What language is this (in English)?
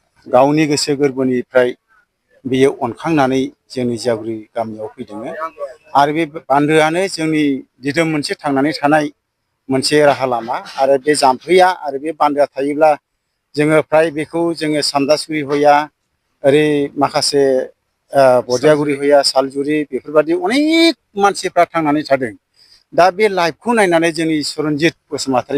Bodo